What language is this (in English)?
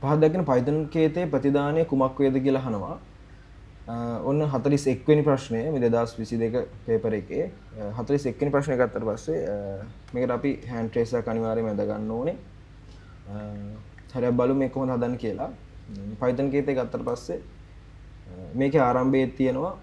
Sinhala